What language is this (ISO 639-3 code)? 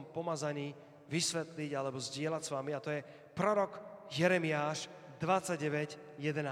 slk